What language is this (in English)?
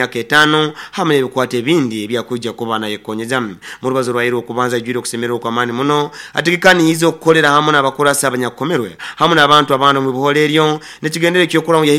Nyoro